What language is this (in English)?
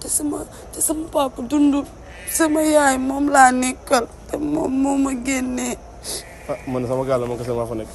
Wolof